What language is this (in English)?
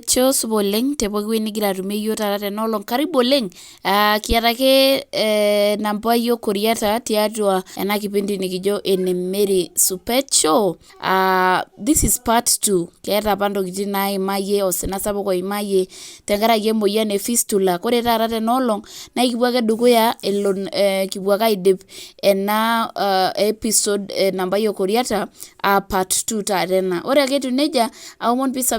Masai